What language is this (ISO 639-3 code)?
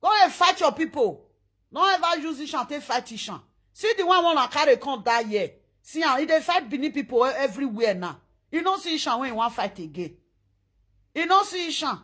pcm